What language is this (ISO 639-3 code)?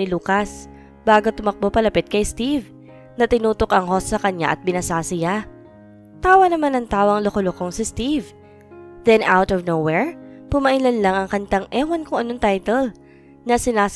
fil